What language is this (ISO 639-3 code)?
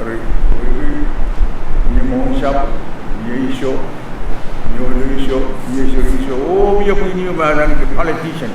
pon